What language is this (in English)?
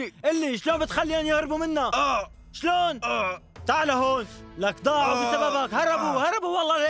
North Levantine Arabic